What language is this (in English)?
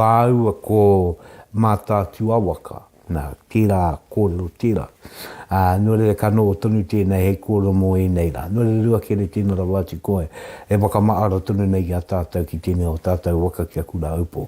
Māori